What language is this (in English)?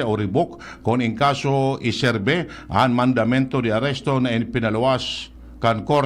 Bikol